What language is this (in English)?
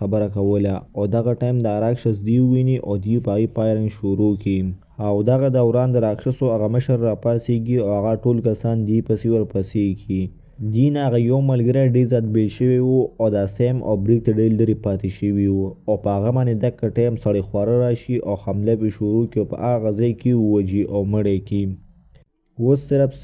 Pashto